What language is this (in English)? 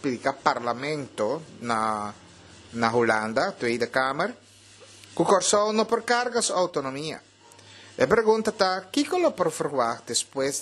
Papiamento